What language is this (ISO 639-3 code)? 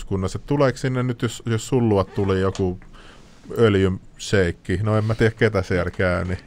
fin